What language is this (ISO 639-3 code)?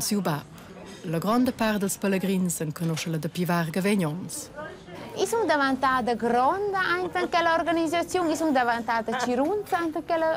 roh